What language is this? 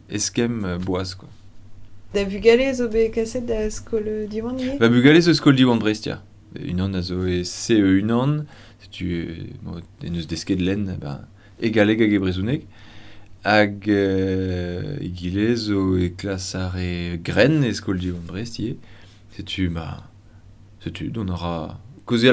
Breton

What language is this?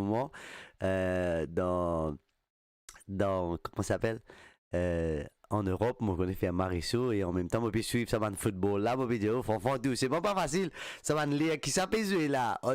Morisyen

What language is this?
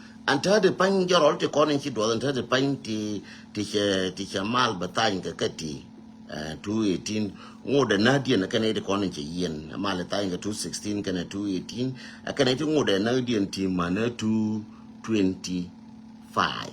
Nuer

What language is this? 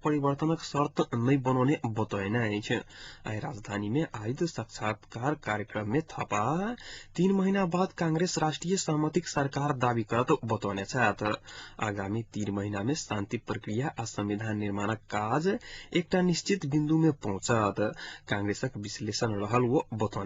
Maithili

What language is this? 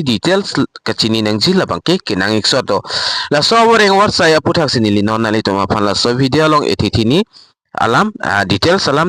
Karbi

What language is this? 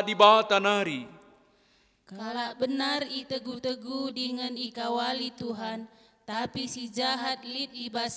Batak Karo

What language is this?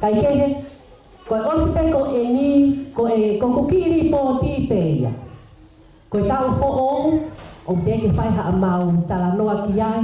Tongan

